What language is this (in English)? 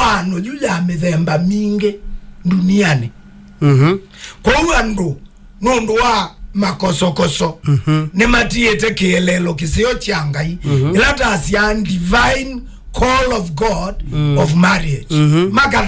Kamba